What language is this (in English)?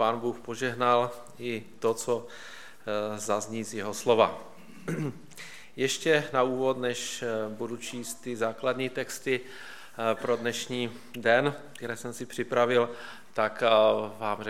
Czech